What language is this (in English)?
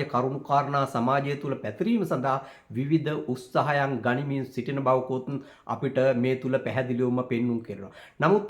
Sinhala